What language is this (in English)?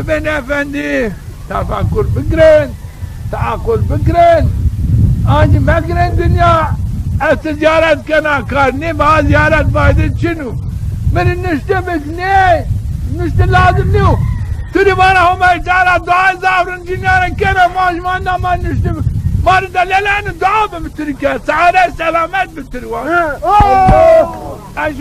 Zaza